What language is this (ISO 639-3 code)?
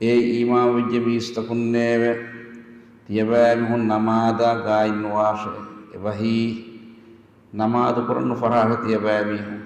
div